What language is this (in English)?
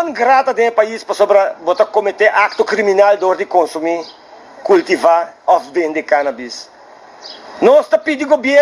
Papiamento